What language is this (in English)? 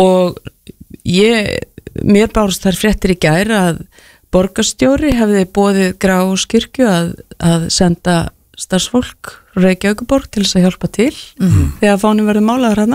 Icelandic